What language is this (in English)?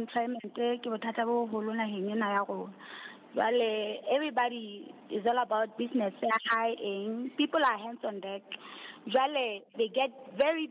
Southern Sotho